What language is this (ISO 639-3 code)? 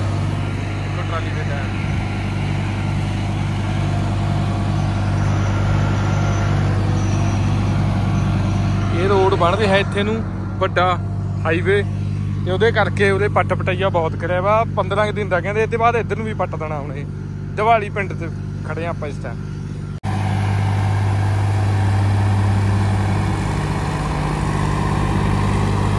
pan